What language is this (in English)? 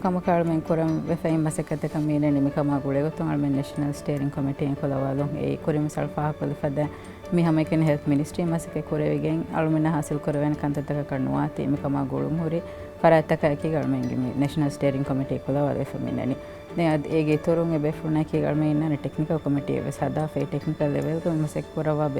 Divehi